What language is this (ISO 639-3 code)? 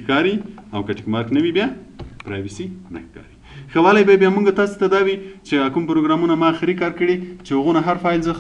pus